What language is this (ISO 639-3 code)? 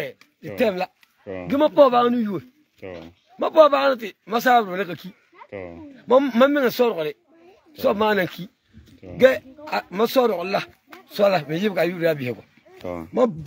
gur